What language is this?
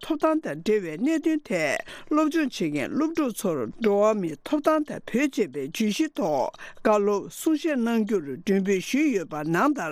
Tibetan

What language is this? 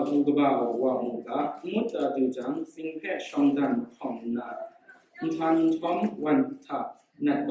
Kachin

